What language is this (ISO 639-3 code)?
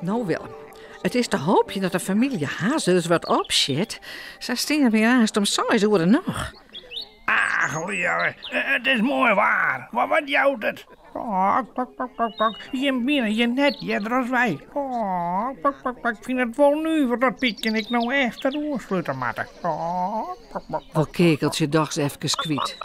fry